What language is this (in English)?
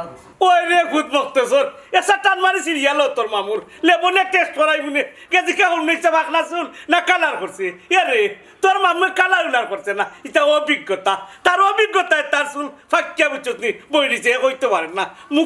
Sylheti